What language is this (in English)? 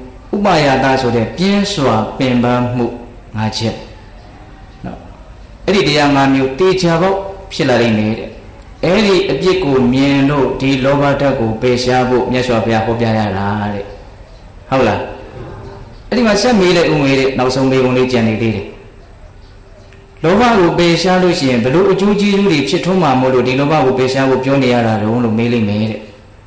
Burmese